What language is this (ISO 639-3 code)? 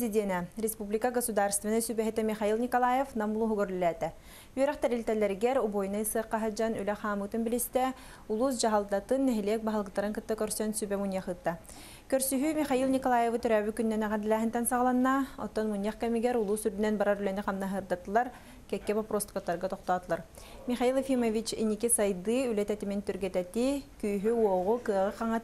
sah